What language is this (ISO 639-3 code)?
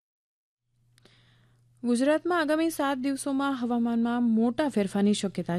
guj